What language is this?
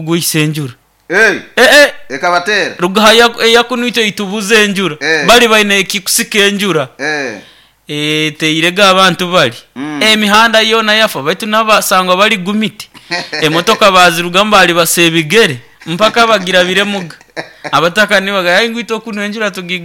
Nyoro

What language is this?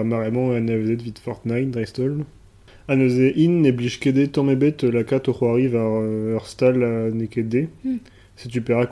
Breton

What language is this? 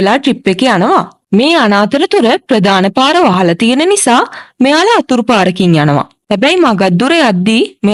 Sinhala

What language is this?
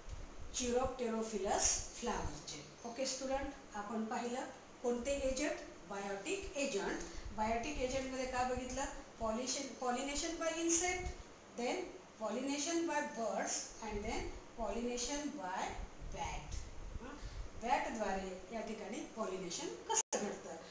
Marathi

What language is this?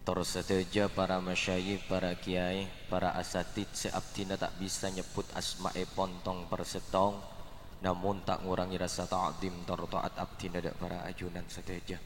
Madurese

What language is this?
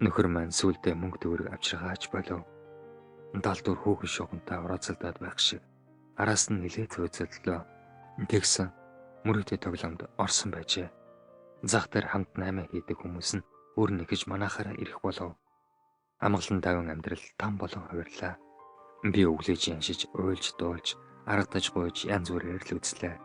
Mongolian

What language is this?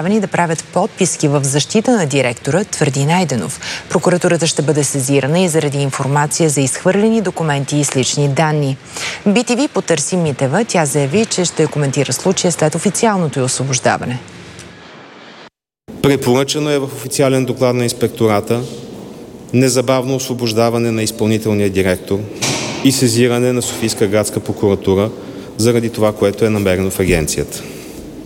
Bulgarian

